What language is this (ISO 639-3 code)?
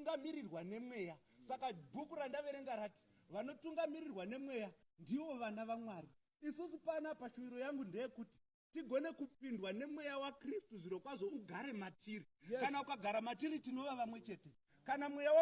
sna